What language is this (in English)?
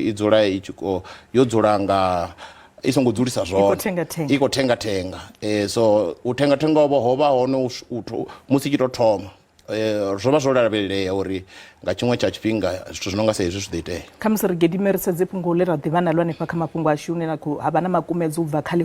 Venda